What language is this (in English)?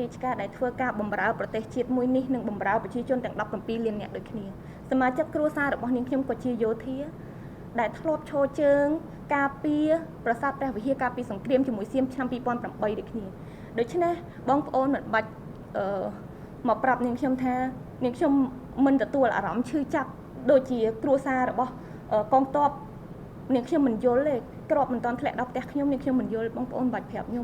Khmer